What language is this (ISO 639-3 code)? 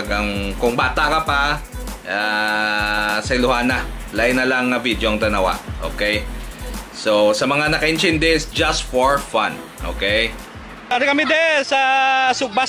hil